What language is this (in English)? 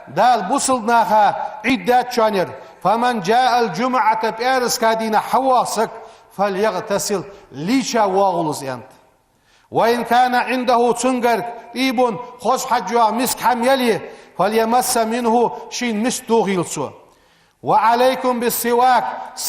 Ingush